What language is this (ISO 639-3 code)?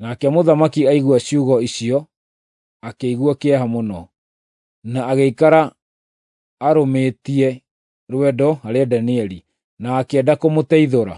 kik